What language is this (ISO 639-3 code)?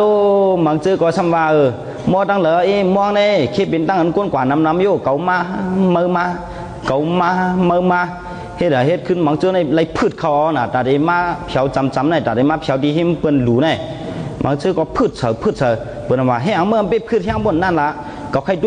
shn